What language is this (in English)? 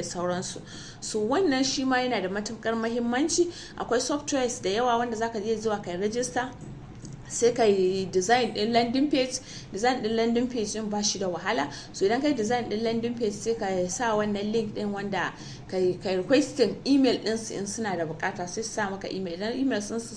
Hausa